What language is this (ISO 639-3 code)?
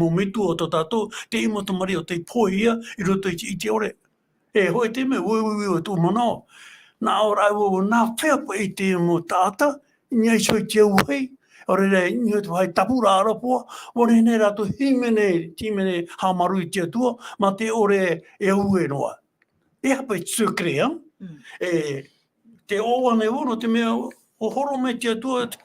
tah